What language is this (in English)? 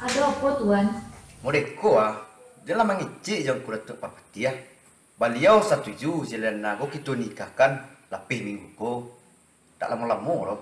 Minangkabau